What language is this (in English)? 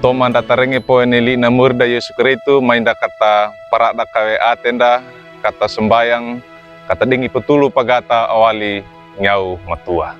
Wejewa